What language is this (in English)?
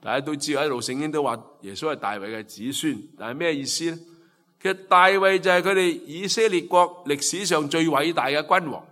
Cantonese